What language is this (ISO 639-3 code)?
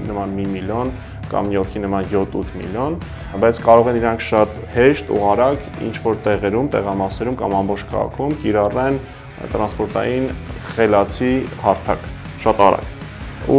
hye